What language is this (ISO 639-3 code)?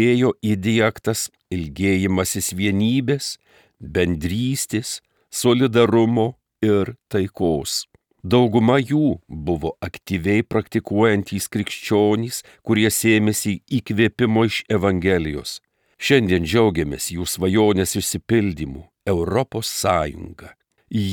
lit